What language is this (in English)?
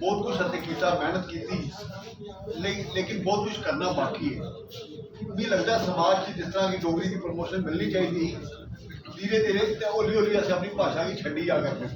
Dogri